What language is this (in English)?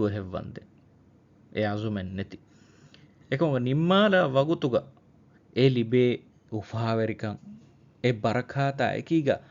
Divehi